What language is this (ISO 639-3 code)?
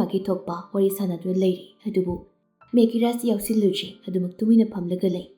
mni